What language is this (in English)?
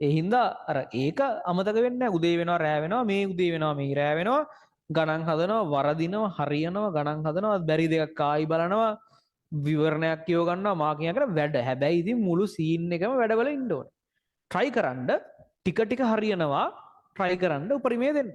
Sinhala